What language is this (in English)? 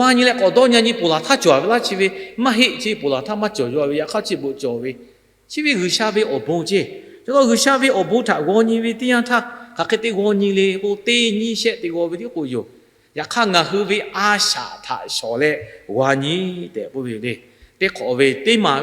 Lahu